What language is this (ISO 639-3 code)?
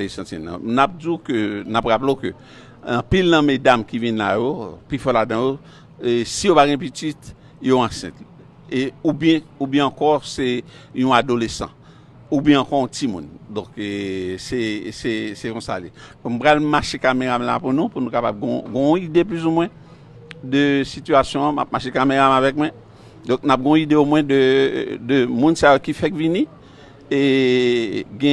hat